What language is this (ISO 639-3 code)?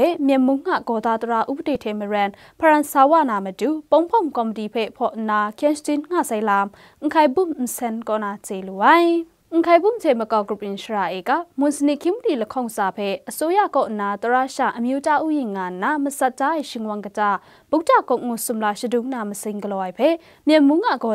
kac